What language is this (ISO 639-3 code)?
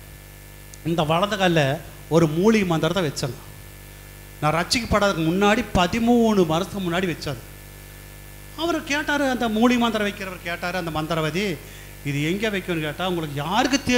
tam